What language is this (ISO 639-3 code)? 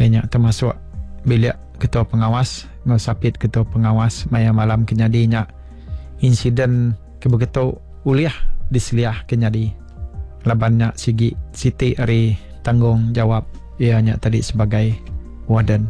iba